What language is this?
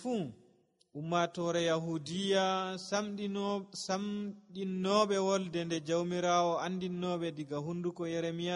Nigerian Fulfulde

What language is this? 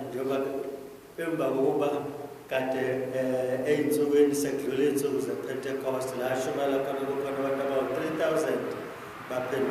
Zulu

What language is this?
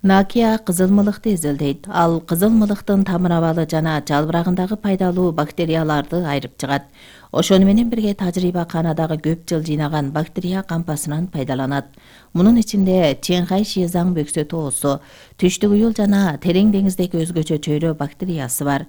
Kyrgyz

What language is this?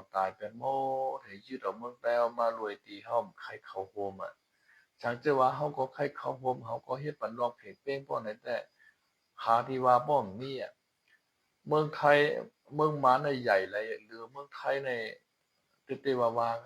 Shan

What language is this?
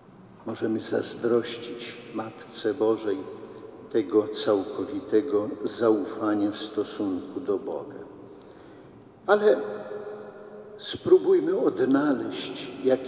Polish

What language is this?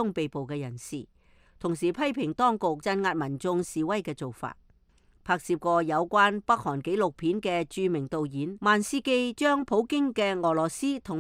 Cantonese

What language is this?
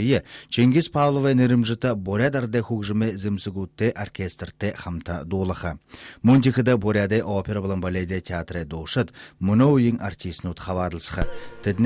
Buriat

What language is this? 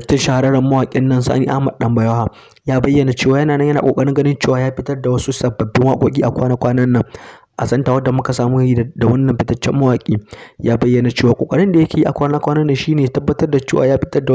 Hausa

